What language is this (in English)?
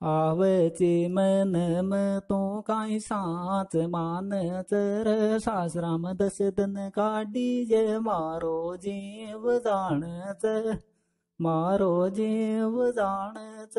Sanskrit